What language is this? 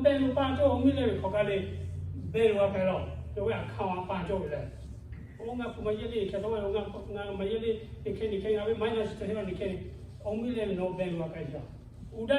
Lahu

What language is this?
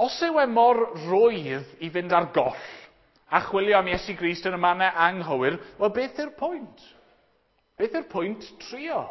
Welsh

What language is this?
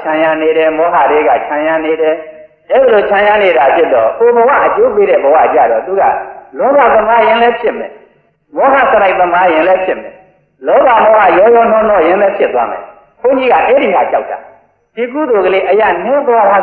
Burmese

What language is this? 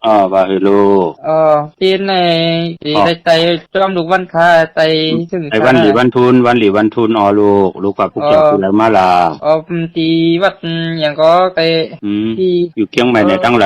Shan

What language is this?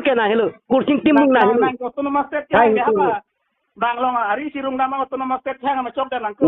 Karbi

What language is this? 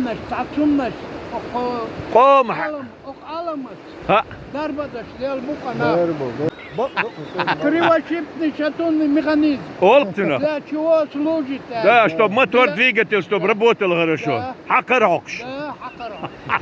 Chechen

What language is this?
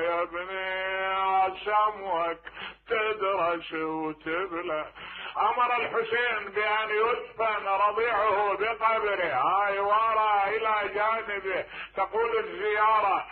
Mesopotamian Arabic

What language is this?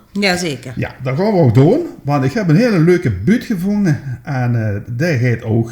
Limburgish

